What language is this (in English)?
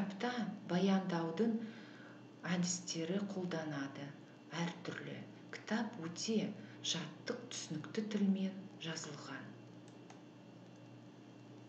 Kazakh